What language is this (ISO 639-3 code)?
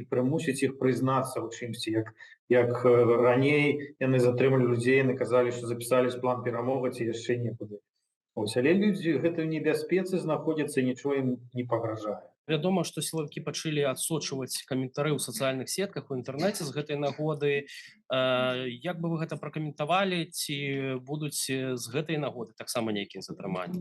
bel